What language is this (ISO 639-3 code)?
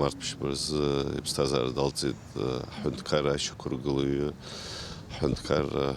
abk